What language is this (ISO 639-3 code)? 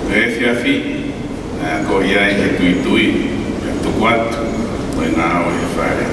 ton